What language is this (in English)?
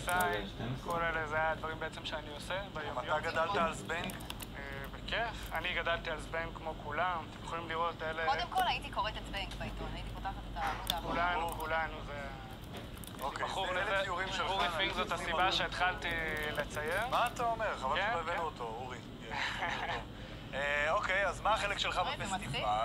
Hebrew